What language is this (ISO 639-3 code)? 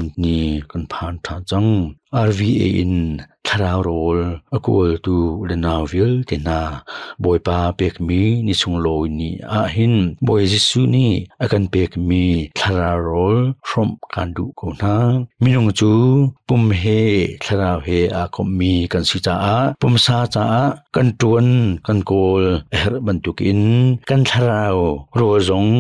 cnh